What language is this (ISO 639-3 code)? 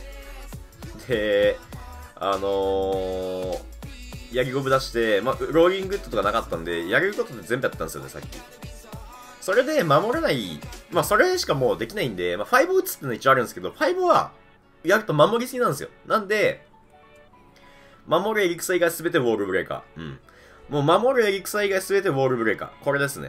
jpn